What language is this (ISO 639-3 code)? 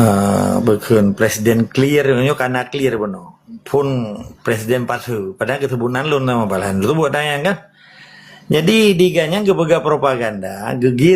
ace